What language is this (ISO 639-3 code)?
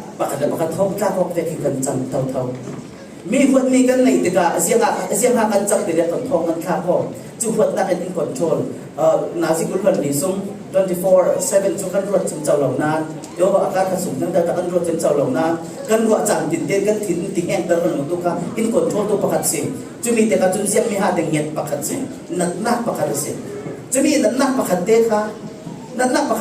cfm